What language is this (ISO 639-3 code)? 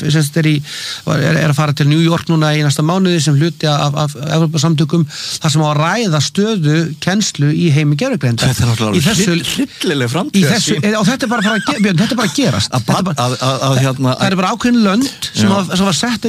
isl